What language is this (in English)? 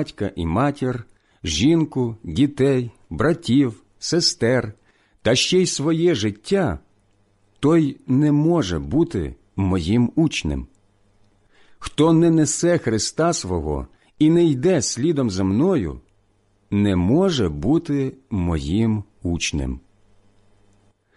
Ukrainian